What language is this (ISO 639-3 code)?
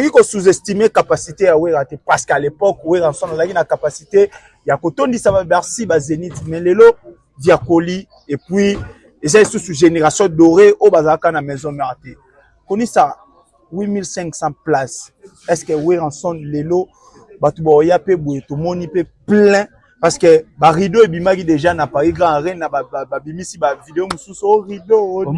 lin